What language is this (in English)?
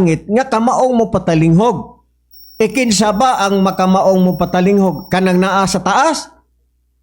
Cebuano